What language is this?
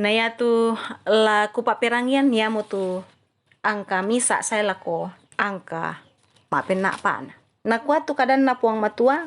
Toraja-Sa'dan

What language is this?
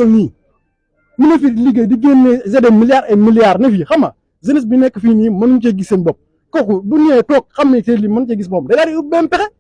Wolof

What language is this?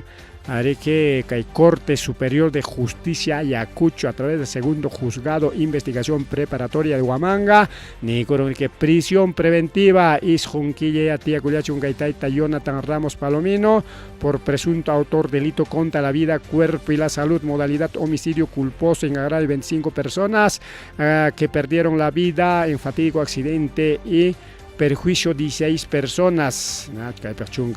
Ayacucho Quechua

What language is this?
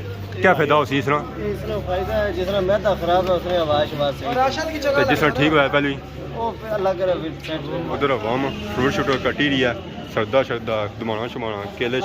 Pahari-Potwari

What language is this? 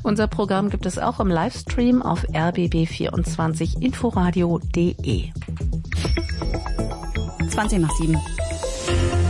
German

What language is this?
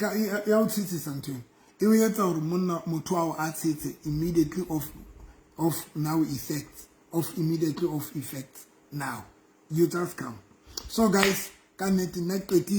Southern Sotho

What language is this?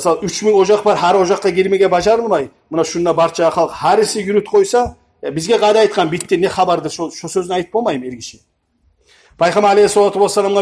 Kumyk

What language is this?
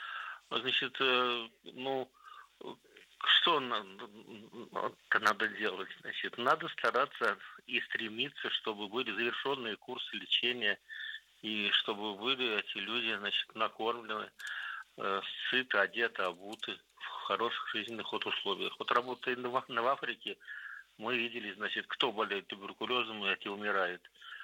Russian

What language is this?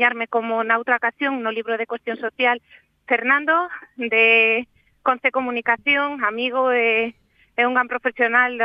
Galician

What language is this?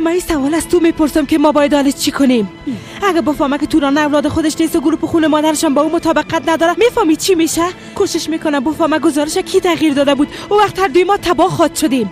Persian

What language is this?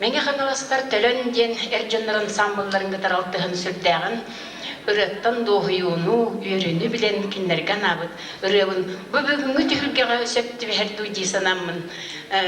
Yakut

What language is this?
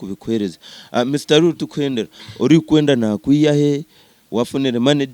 Nyankole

